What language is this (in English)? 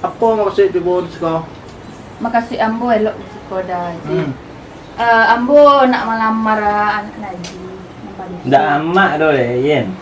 Minangkabau